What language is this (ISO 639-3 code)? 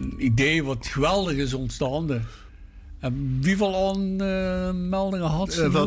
lim